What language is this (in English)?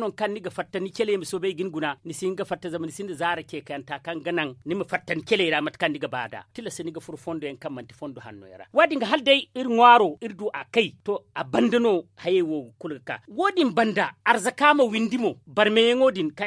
Zarma